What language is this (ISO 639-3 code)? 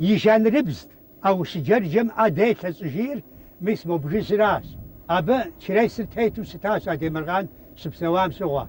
kbd